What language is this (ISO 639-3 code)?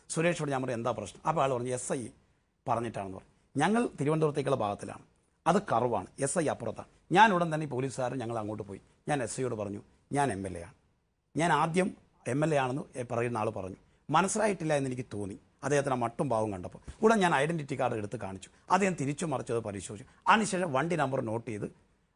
mal